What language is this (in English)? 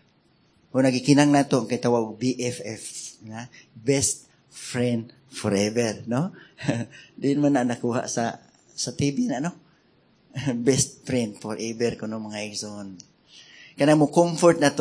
Cebuano